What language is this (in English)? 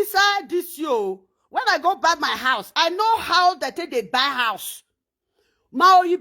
Nigerian Pidgin